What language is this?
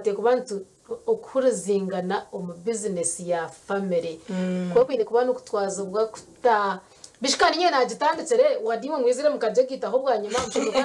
Nyankole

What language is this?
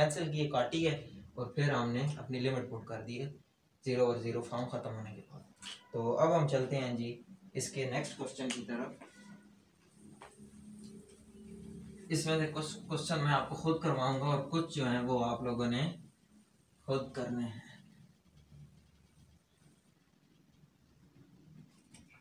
Hindi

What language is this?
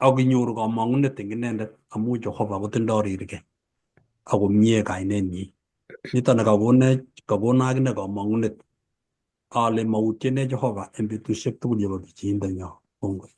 Kalenjin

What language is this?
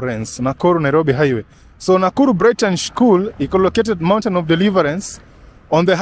Swahili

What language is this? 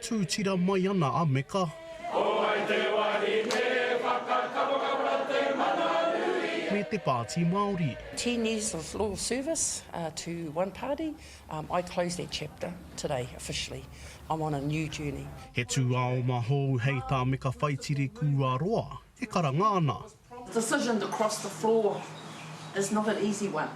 Māori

